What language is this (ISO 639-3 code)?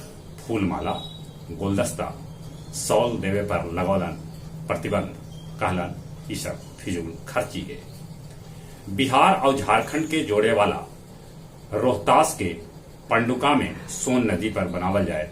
mag